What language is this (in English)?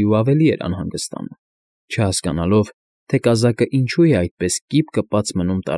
Armenian